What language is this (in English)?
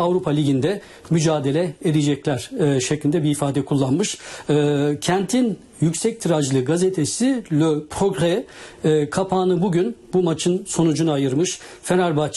Turkish